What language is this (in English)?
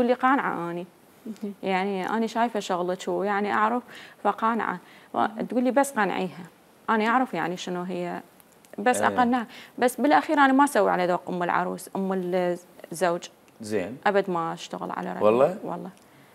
Mesopotamian Arabic